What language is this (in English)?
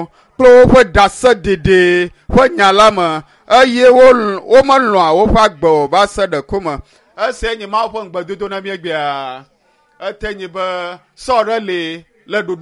Ewe